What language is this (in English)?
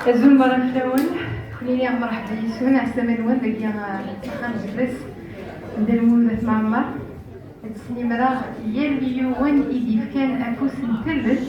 Kabyle